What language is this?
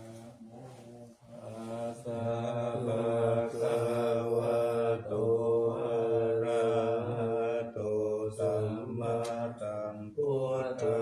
Pali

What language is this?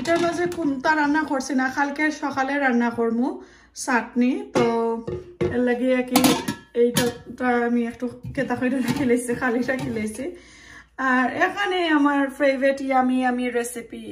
Sylheti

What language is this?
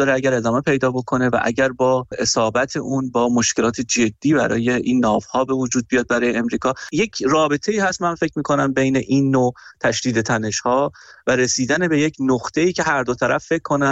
Persian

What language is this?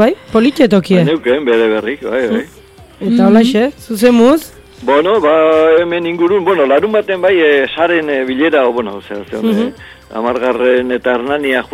Basque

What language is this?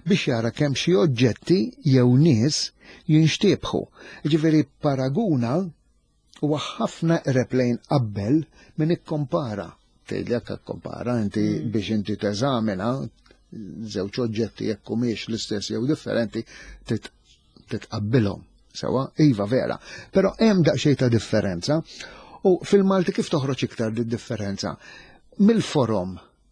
Maltese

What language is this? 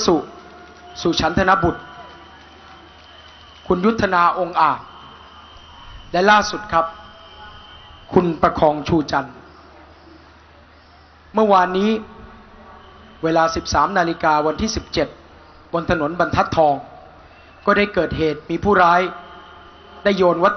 Thai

